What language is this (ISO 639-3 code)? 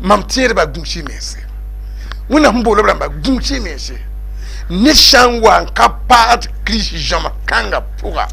mos